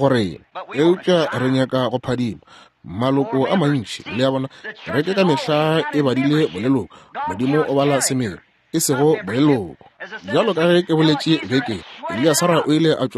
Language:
Northern Sotho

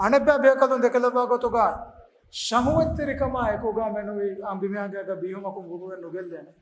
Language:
Divehi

